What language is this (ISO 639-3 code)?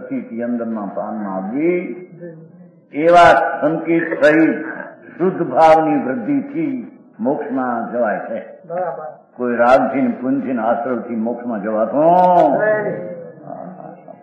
guj